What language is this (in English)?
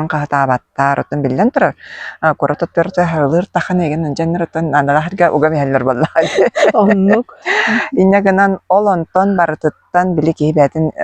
Yakut